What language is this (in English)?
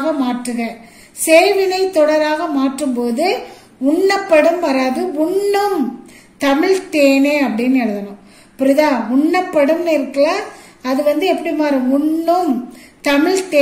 Tamil